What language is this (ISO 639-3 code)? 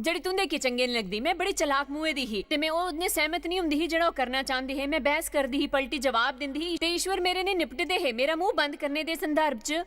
doi